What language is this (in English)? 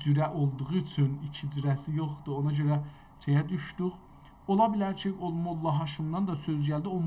South Azerbaijani